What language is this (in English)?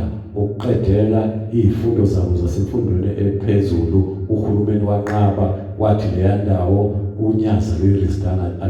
Zulu